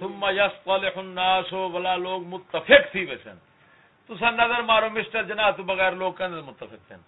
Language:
Saraiki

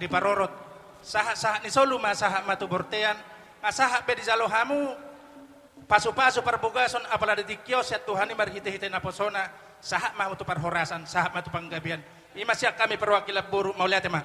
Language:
Batak Toba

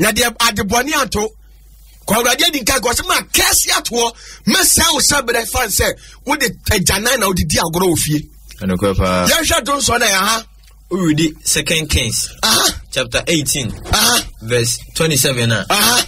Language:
Akan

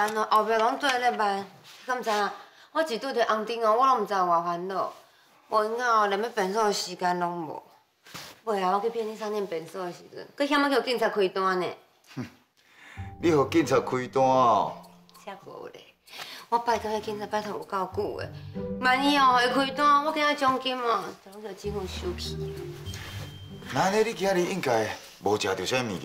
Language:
Min Nan Chinese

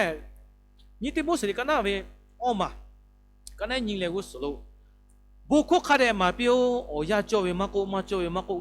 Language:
Lahu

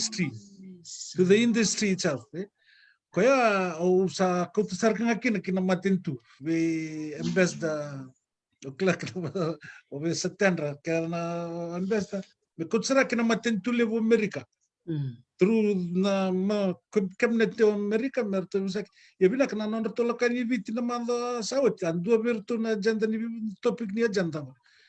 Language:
Fijian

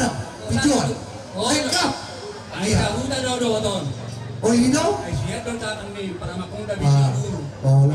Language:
Batak Toba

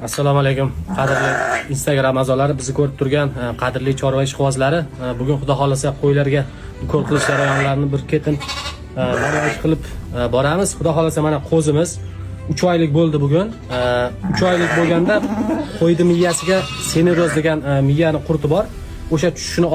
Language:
Uzbek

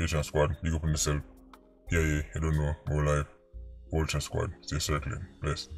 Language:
Jamaican Creole English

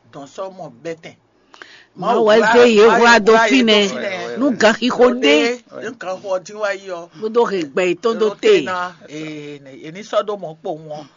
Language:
Fon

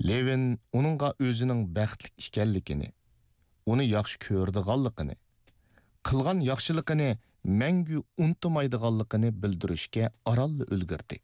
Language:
Uyghur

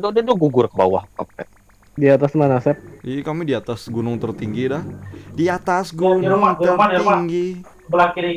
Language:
Banjar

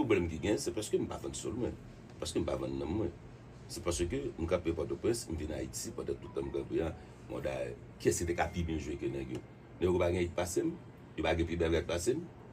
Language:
Haitian Creole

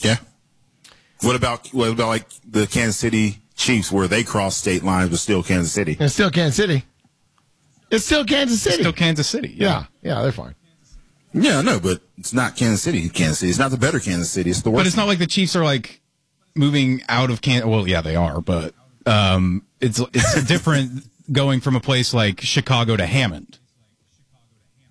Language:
English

